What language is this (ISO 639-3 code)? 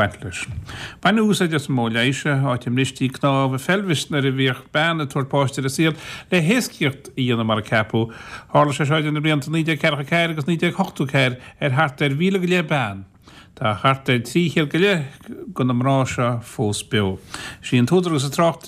gle